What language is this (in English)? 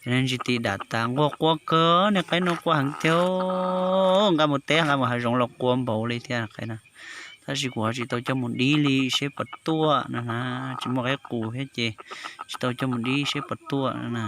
Hmong